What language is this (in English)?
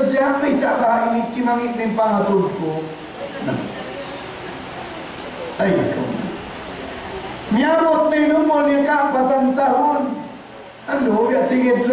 Tausug